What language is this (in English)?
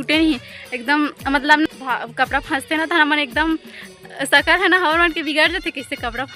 Chhattisgarhi